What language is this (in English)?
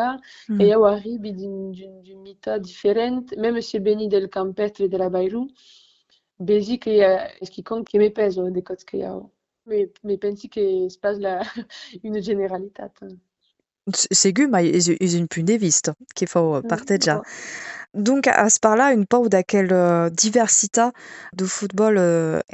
Occitan